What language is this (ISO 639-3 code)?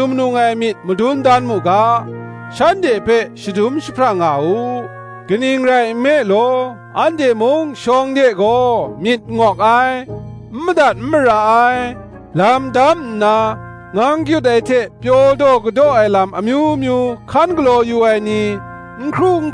kac